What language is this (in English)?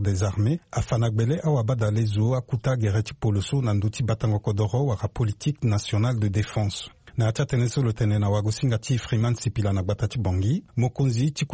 Sango